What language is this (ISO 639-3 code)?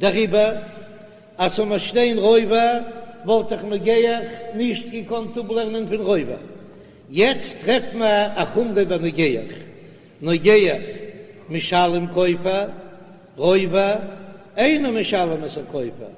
yid